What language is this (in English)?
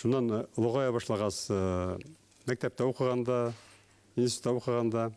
Bashkir